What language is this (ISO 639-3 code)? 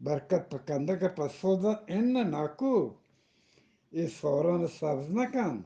bgp